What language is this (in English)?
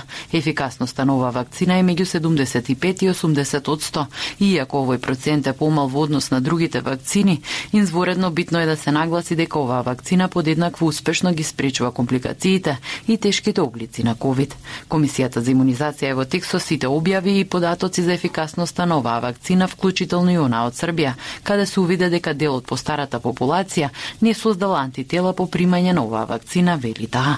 Macedonian